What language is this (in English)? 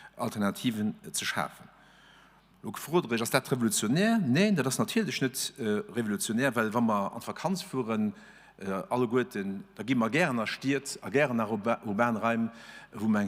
Luxembourgish